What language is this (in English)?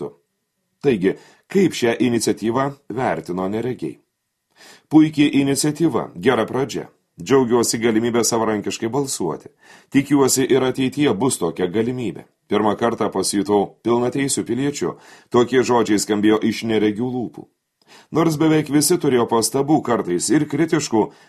Lithuanian